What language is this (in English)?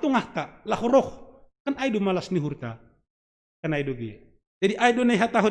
Batak Simalungun